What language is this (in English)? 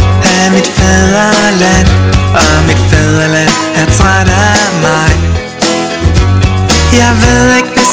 Danish